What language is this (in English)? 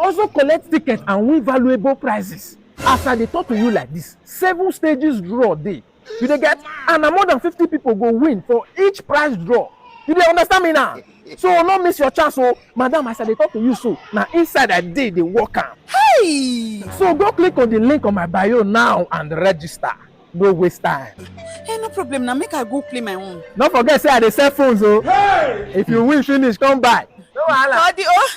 Nigerian Pidgin